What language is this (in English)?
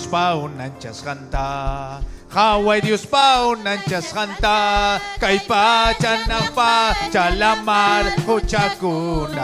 Ayacucho Quechua